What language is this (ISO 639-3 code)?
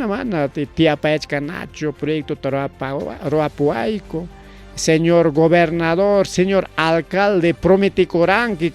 quy